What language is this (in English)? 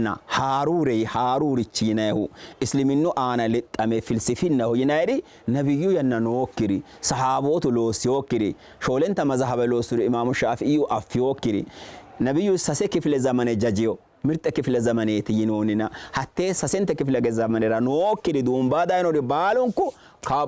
Sidamo